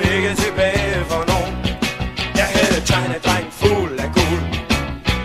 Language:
Danish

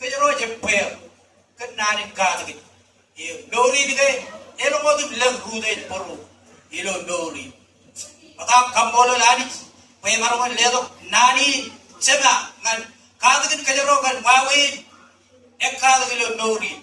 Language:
Marshallese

